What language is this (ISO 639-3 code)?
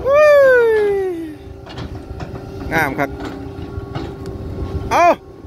tha